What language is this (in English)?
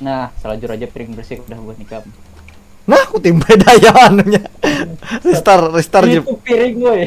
Banjar